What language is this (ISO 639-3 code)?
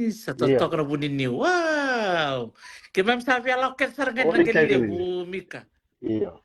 fij